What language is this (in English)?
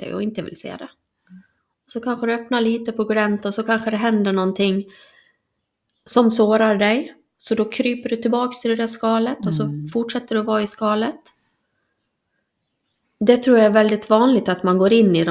Swedish